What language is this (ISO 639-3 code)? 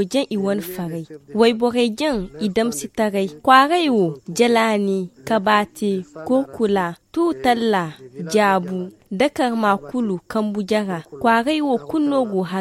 dje